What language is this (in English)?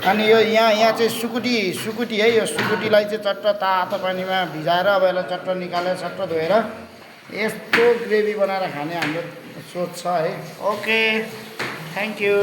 Nepali